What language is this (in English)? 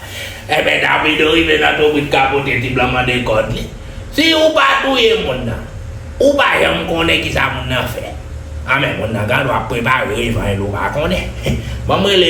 Haitian Creole